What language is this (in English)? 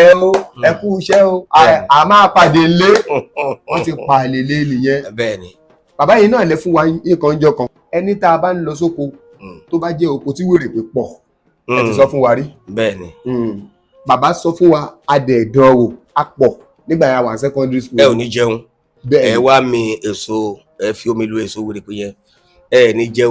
Yoruba